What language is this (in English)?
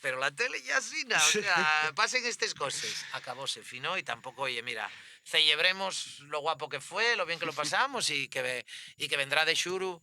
Asturian